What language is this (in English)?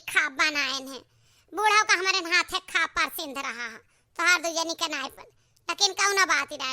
Awadhi